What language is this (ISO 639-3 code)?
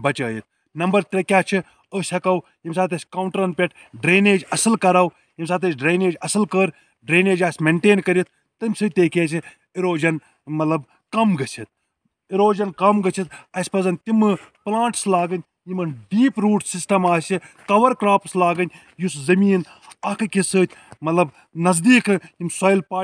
kas